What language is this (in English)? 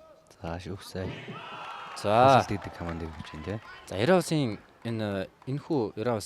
Mongolian